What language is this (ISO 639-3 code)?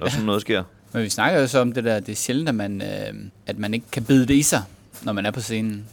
dan